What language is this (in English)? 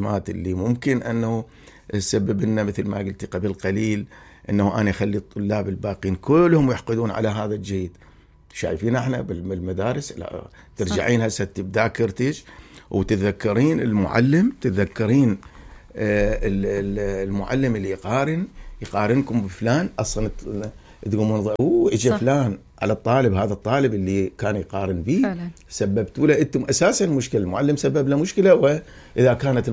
Mesopotamian Arabic